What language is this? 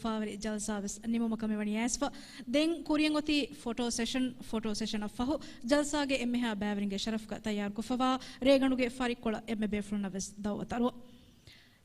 Divehi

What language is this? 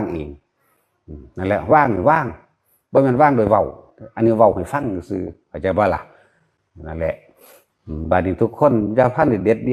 Northeastern Thai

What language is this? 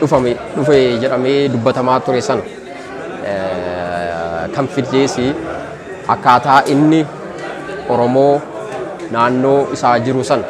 Oromo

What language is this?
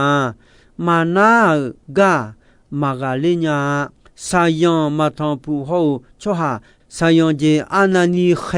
Akha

